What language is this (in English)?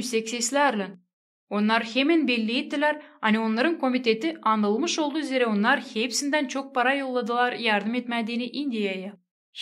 Gagauz